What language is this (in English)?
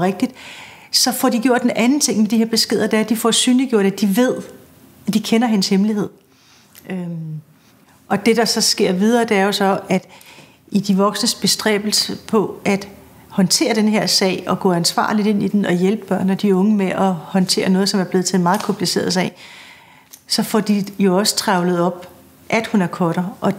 Danish